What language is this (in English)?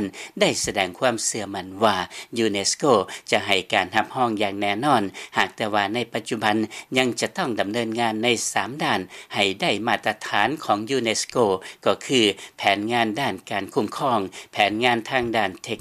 Lao